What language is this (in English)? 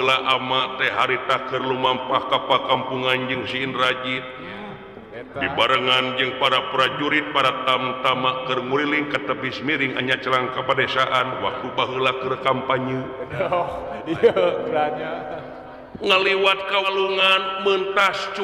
Sundanese